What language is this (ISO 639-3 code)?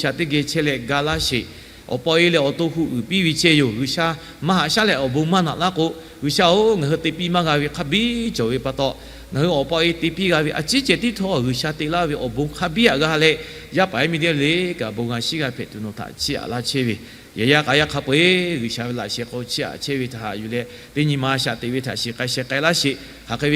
lhu